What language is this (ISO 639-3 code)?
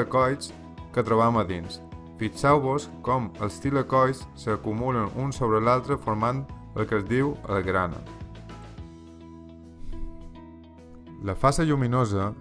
cat